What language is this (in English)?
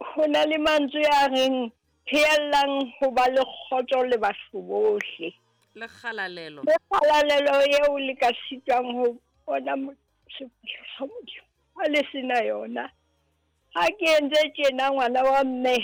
Southern Sotho